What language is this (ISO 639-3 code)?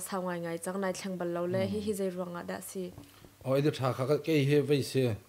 cnh